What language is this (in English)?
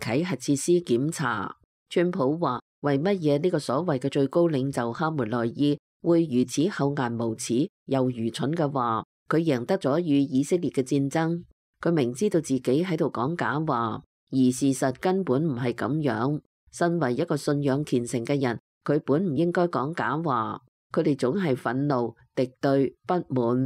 Cantonese